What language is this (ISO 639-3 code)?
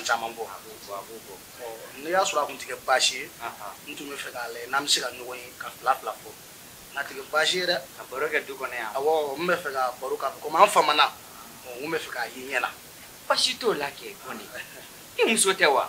bam